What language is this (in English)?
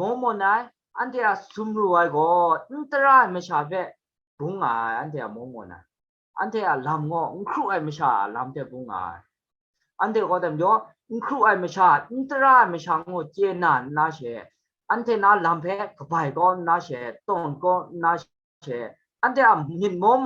Kachin